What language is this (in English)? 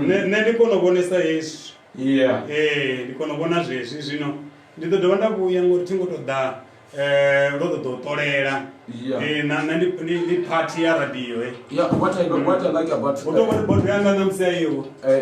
Venda